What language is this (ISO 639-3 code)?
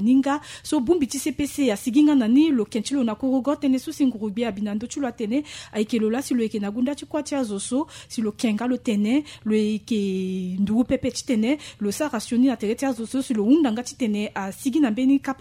sag